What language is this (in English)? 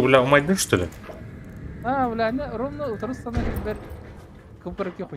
Yakut